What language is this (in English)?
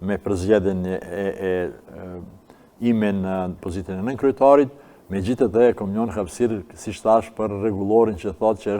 Albanian